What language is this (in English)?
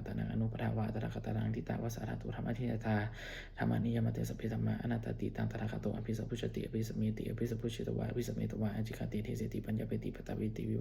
Pali